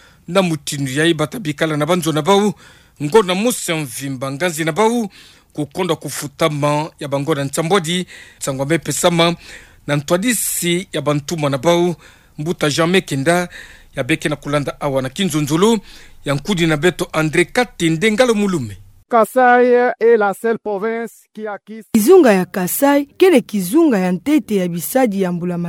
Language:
Kituba (Democratic Republic of Congo)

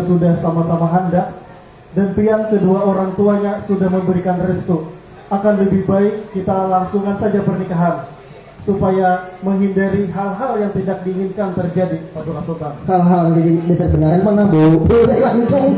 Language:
Banjar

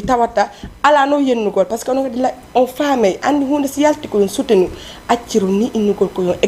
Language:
Fula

